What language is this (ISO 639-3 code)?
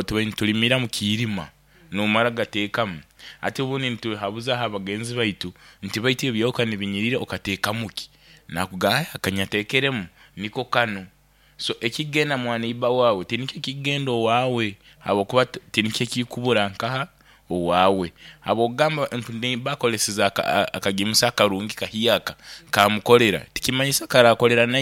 nyn